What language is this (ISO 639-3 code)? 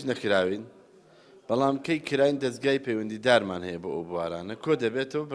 ckb